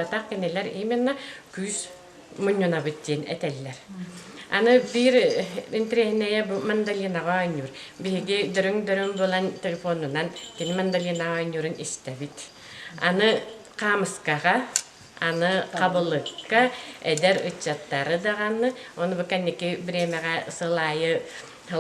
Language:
Yakut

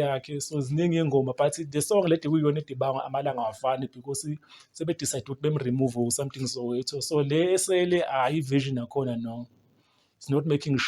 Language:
Zulu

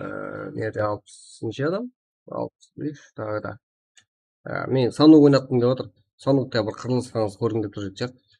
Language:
Kara-Kalpak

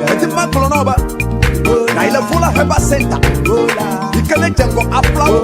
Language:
Ewe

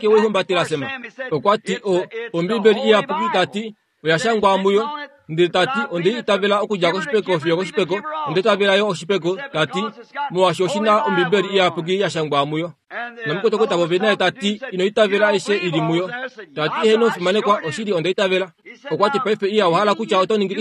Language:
Kuanyama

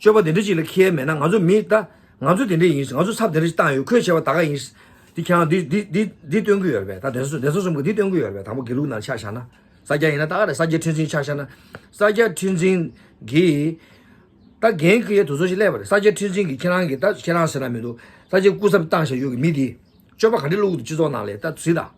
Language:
Tibetan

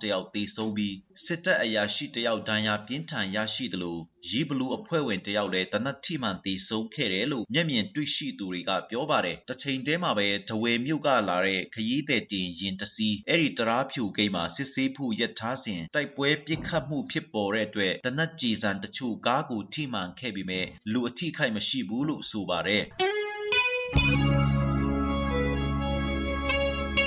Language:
Burmese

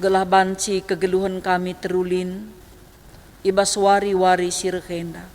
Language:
Batak Karo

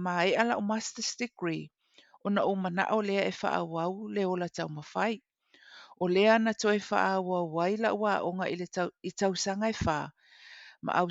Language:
Samoan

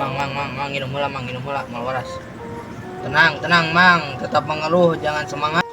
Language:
Sundanese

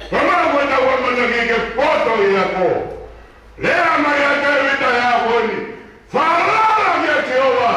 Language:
Tongan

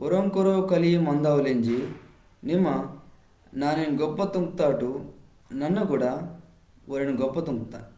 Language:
Koya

